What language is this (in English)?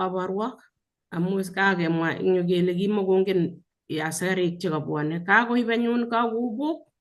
Kalenjin